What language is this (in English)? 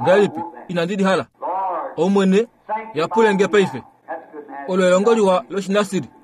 Kuanyama